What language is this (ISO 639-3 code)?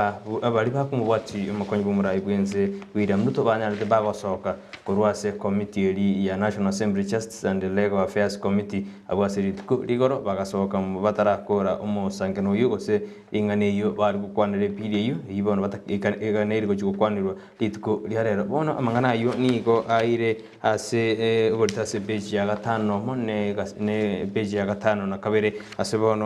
guz